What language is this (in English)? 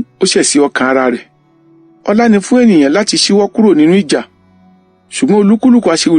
Yoruba